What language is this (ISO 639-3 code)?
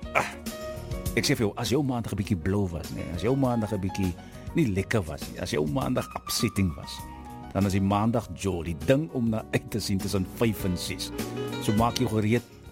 afr